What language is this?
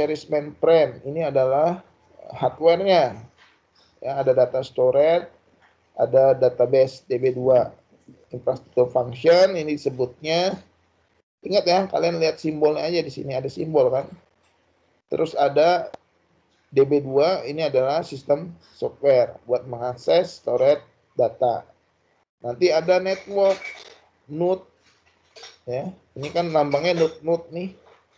Indonesian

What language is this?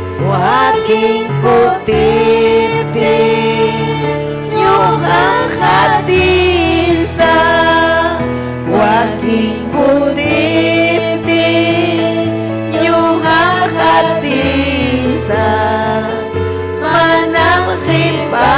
Ayacucho Quechua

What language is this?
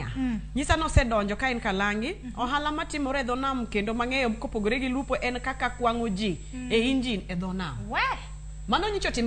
Luo (Kenya and Tanzania)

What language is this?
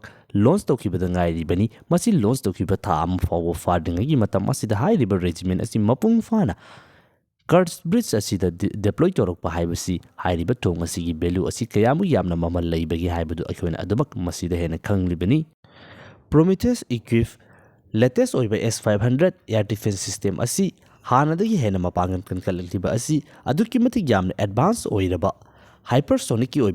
Manipuri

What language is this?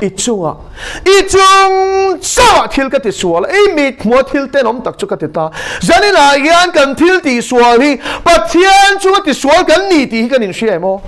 Mizo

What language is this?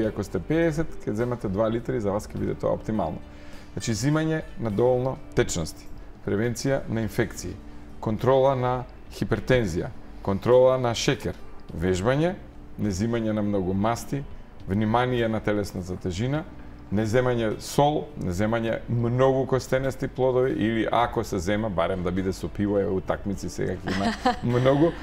Macedonian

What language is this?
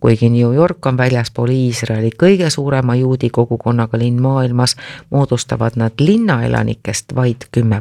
Estonian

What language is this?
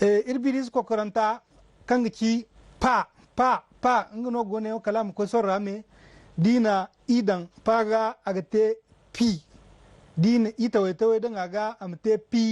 Zarma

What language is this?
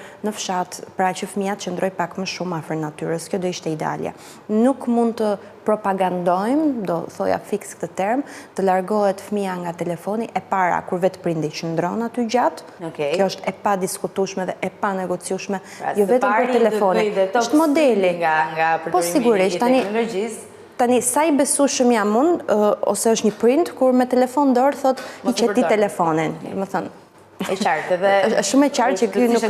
Albanian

